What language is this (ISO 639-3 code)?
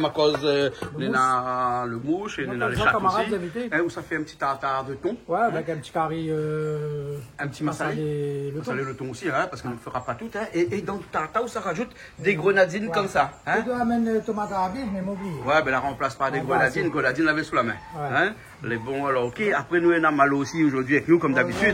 rcf